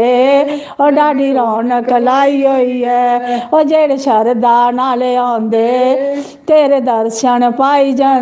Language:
Dogri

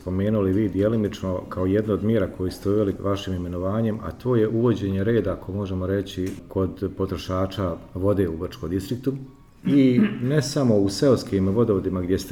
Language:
Bosnian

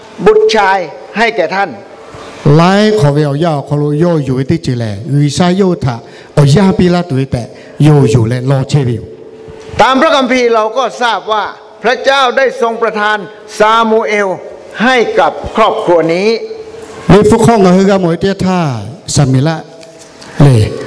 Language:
Lahu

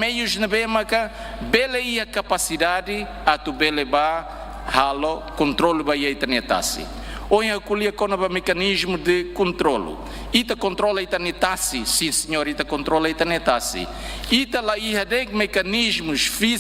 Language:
Tetum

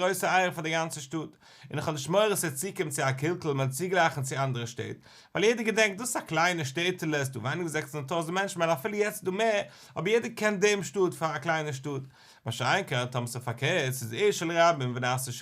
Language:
Yiddish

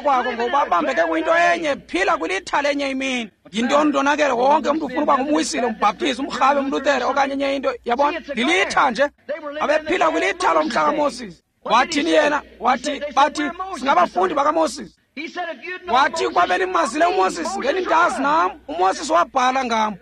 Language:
Xhosa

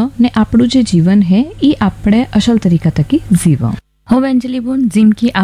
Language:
Gujarati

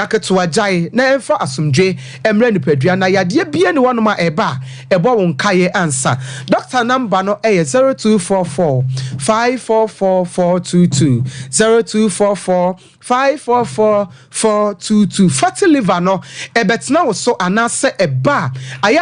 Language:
Akan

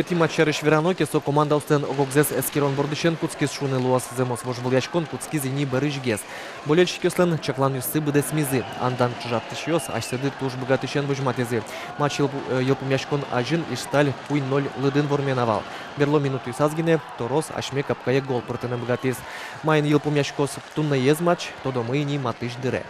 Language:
Udmurt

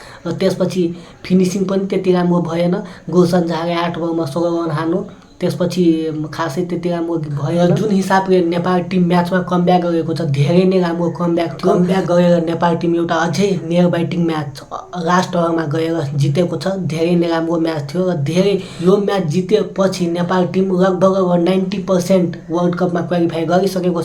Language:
Nepali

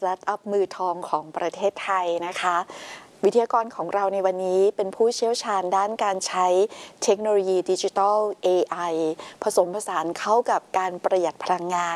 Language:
Thai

